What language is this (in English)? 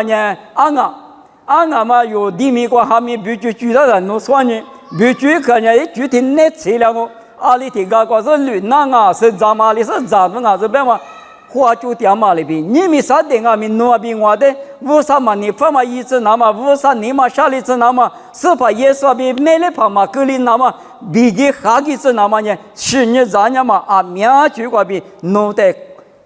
Lisu